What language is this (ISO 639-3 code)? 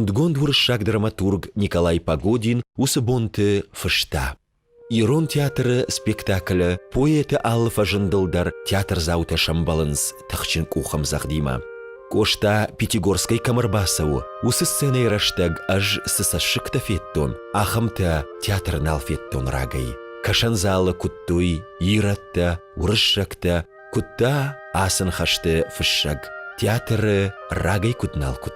oss